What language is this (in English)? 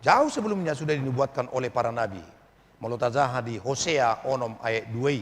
Batak Toba